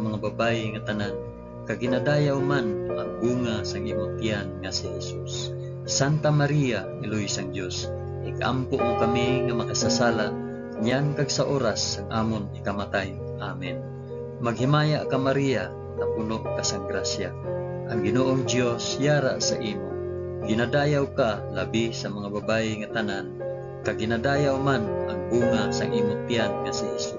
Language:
Hiligaynon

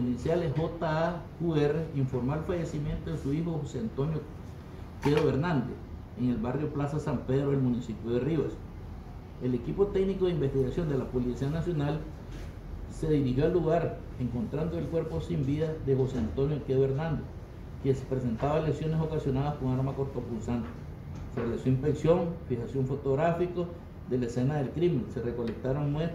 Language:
Spanish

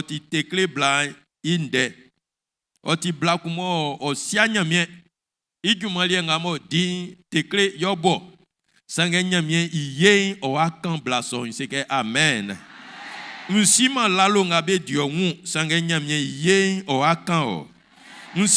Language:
Baoulé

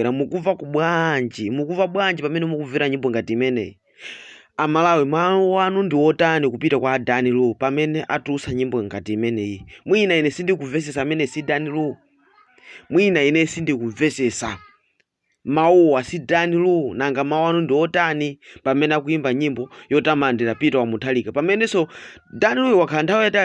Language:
Nyanja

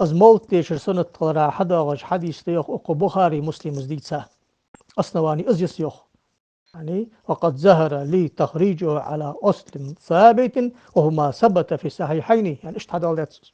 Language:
Ingush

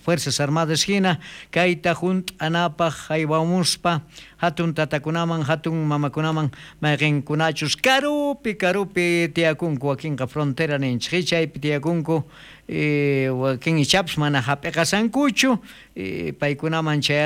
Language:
South Bolivian Quechua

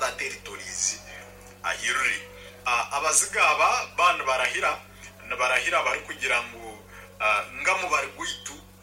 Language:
Nyankole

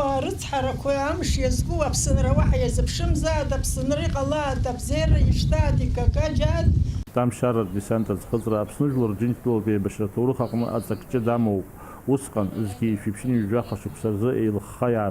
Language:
Abkhazian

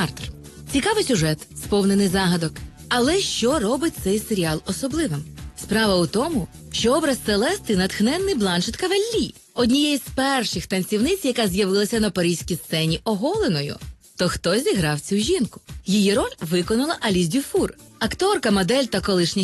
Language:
Ukrainian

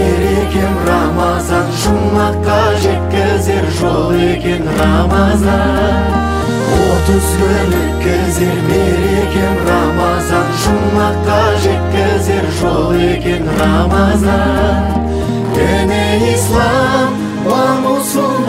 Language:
Kazakh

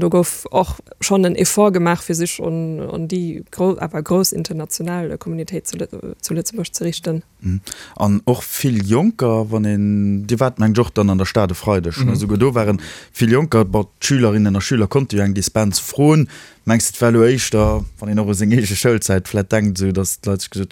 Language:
Luxembourgish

